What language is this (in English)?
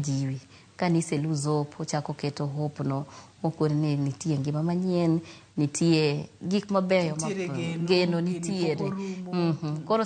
Luo (Kenya and Tanzania)